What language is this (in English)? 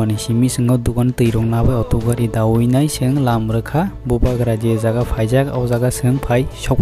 Kok Borok